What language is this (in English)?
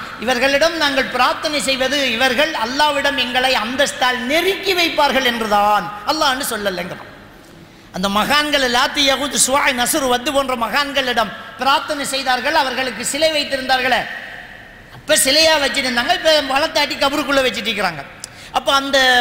Tamil